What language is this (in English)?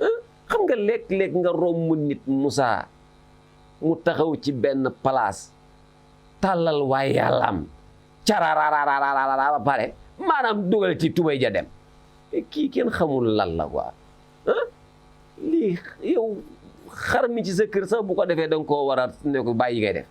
Wolof